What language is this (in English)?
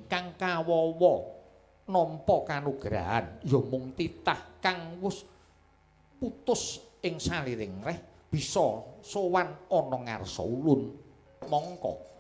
Javanese